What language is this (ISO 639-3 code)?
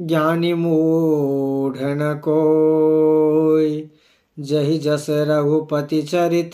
mai